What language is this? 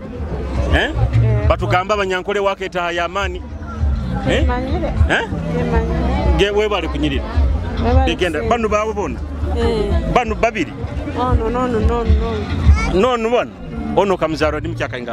Nyoro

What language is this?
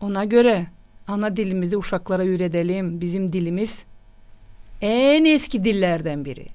Gagauz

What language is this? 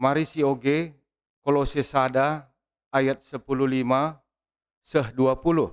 Batak Karo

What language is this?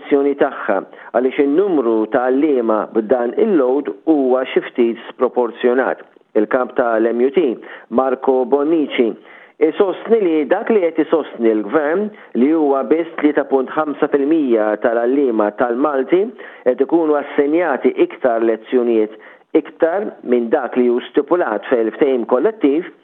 Maltese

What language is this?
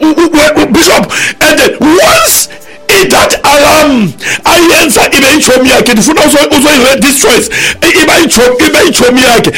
Xhosa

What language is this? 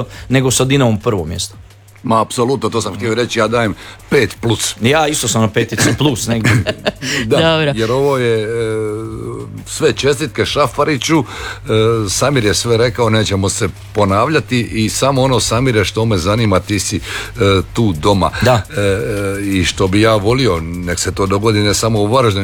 Croatian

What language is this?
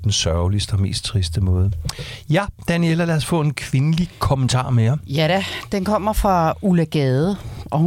Danish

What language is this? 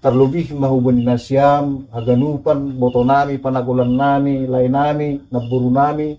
Batak Simalungun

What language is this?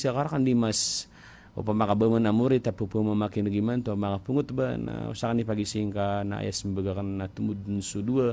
Maranao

